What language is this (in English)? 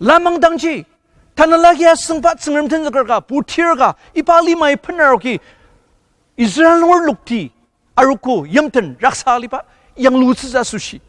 Ao Naga